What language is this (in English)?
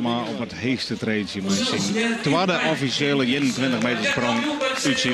Western Frisian